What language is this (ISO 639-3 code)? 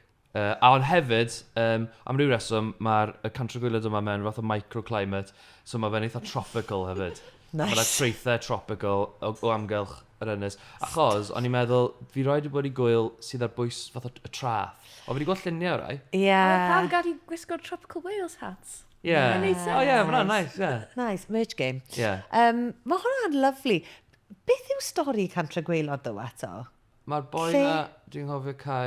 cym